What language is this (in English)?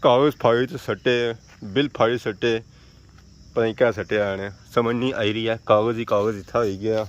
Pahari-Potwari